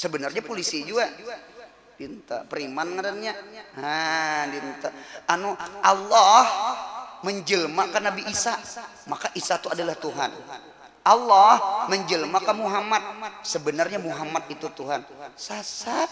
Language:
Banjar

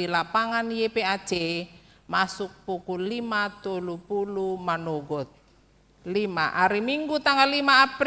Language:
Batak Toba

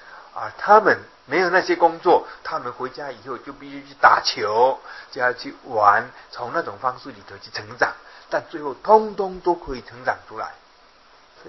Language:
Chinese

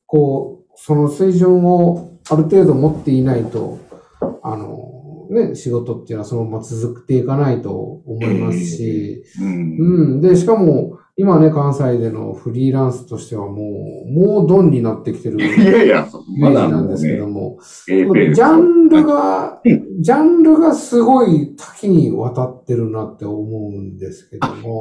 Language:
Japanese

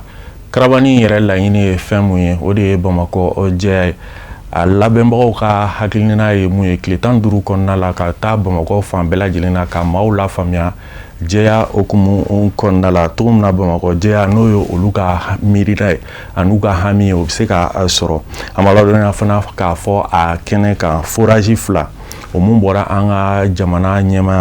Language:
Bambara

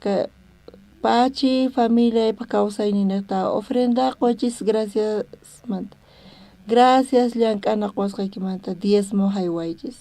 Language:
South Bolivian Quechua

